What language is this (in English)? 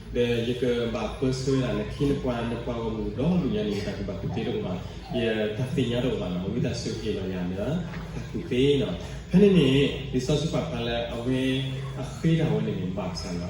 S'gaw Karen